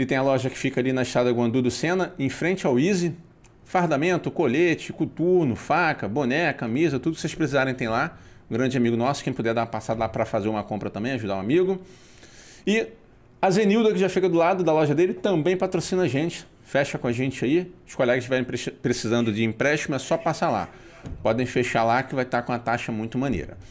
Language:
Portuguese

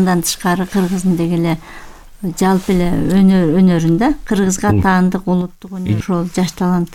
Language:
Kyrgyz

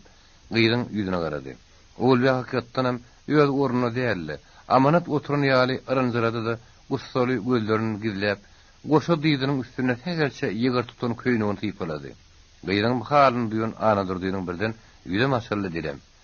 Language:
Turkmen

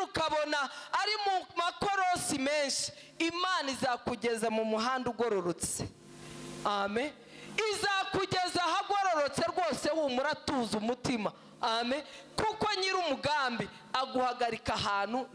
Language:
Kinyarwanda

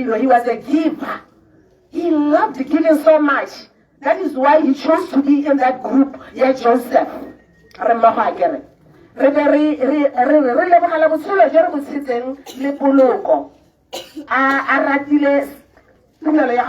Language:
Tswana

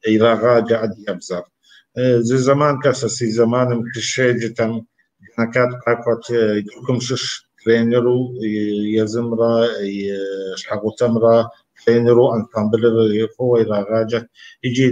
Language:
Kabardian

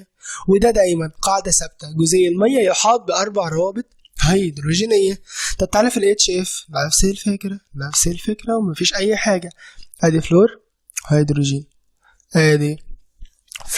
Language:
Egyptian Arabic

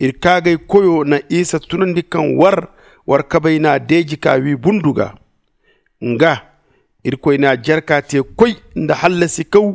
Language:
Zarma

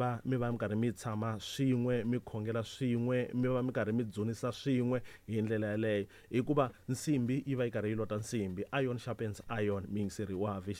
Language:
Tsonga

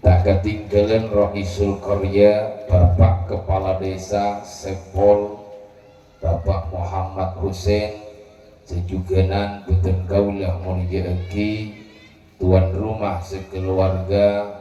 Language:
Madurese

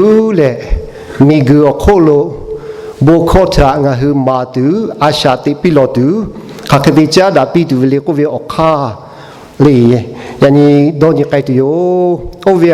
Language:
Lahu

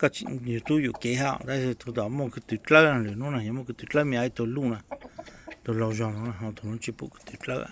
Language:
Hmong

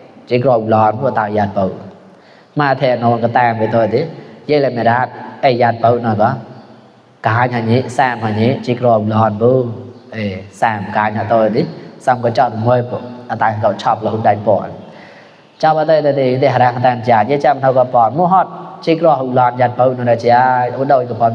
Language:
Mon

